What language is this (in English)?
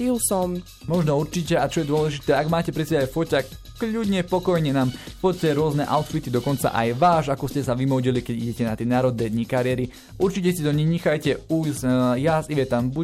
Slovak